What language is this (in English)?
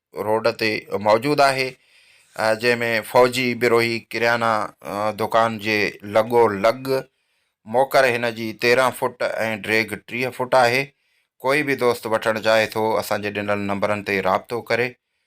Sindhi